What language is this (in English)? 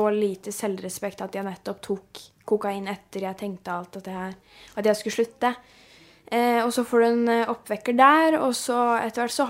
Norwegian